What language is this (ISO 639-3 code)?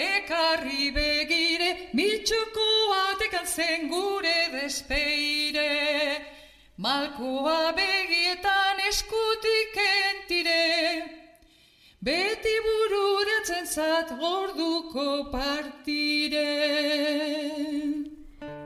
eus